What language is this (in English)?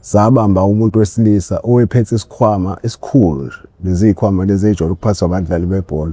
Zulu